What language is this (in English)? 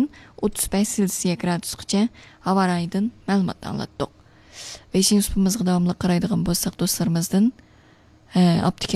Uyghur